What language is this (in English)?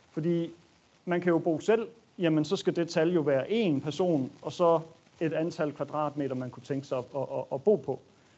Danish